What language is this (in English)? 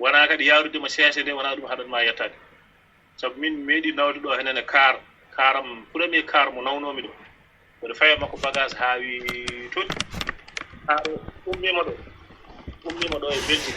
Fula